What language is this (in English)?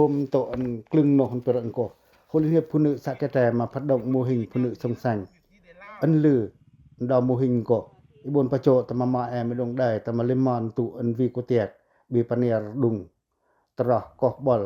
Pacoh